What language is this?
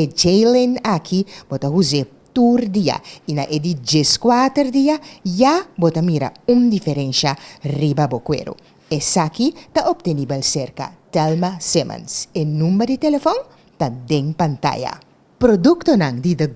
Papiamento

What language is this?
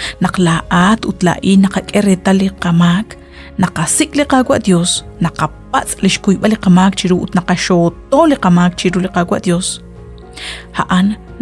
Kekchí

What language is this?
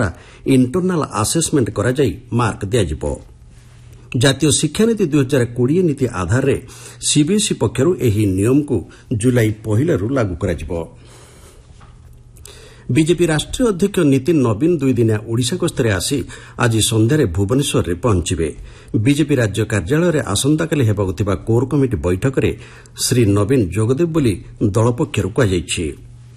Odia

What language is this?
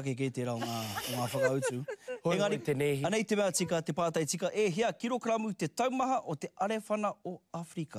Māori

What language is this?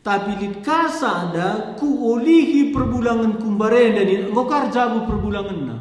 Batak Karo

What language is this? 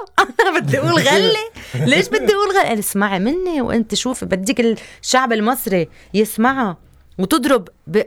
North Levantine Arabic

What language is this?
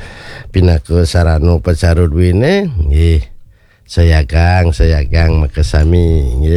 Balinese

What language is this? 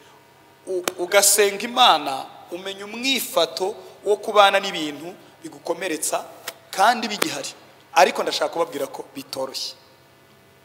Kinyarwanda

